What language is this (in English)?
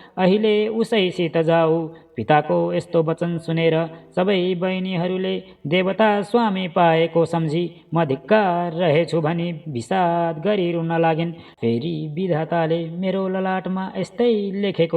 Nepali